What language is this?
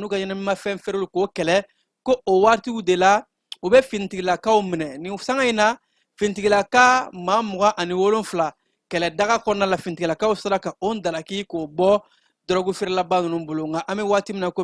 Bambara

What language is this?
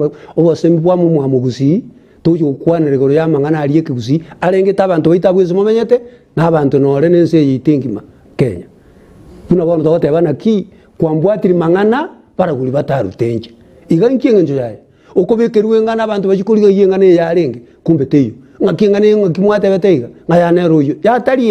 Gusii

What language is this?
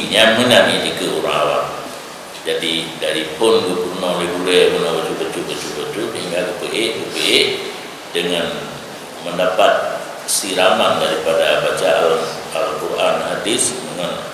Achinese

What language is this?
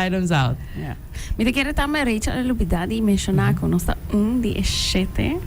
Papiamento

